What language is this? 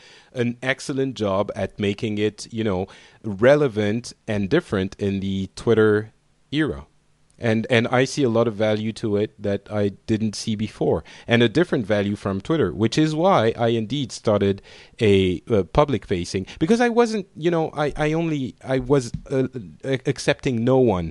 English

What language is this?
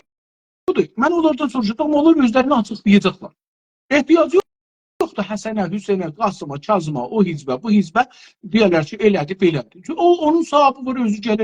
South Azerbaijani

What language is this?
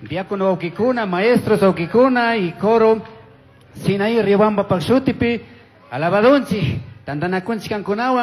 Chimborazo Highland Quichua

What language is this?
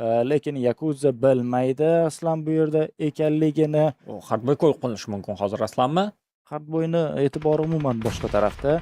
Uzbek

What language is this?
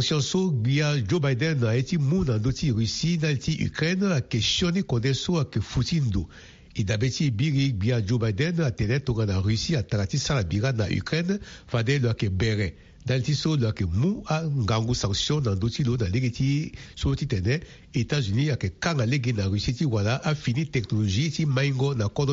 Sango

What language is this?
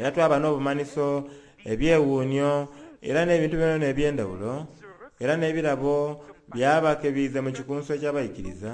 Soga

